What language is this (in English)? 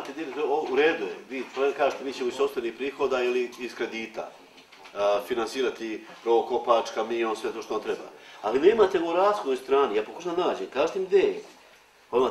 Serbian